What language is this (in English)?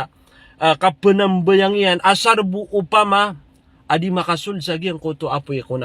Maranao